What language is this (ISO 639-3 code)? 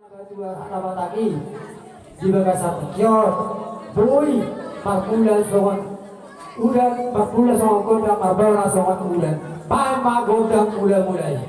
bbc